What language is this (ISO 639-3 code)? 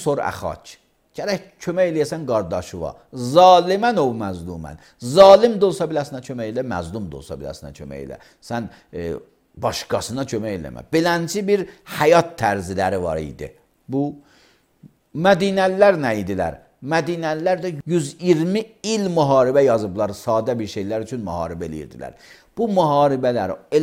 aze